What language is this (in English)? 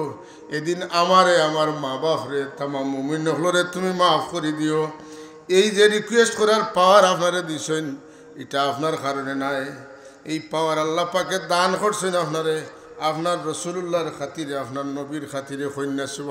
Sylheti